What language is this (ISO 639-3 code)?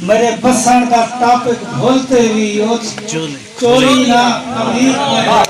skr